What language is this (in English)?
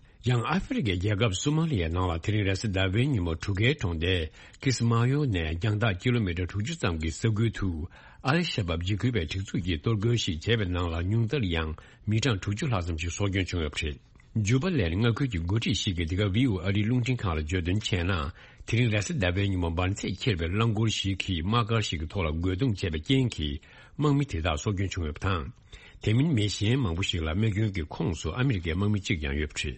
Tibetan